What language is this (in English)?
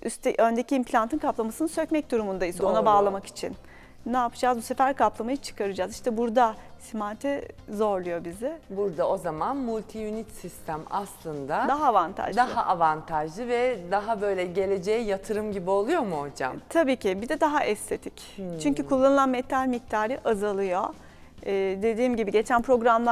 Turkish